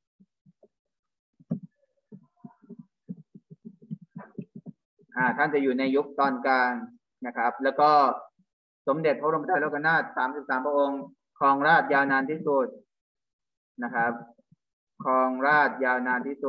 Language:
Thai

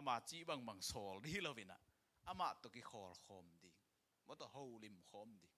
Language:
Tedim Chin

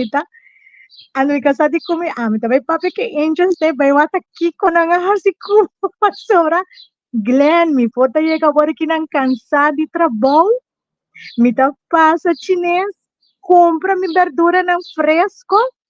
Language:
Papiamento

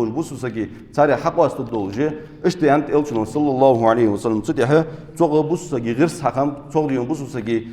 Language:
Ingush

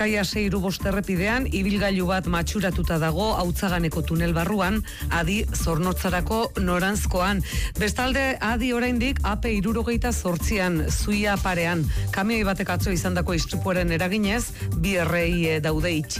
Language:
Basque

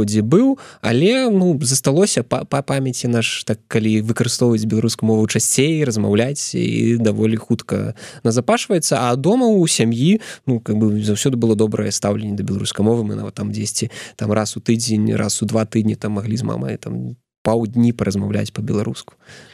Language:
Belarusian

